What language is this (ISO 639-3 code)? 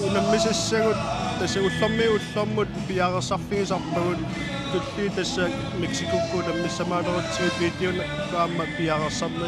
kal